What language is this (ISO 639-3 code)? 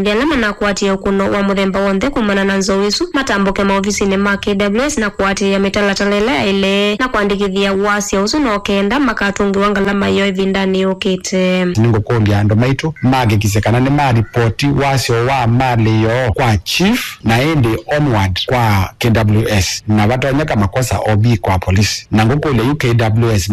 kam